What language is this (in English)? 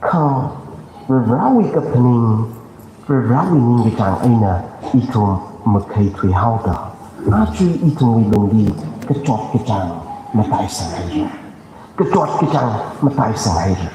Tangkhul Naga (India)